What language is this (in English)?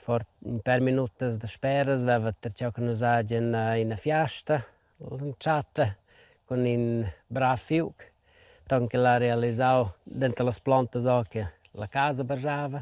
Romansh